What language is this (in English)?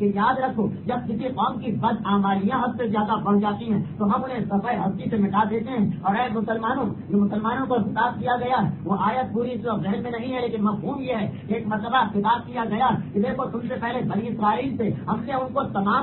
Urdu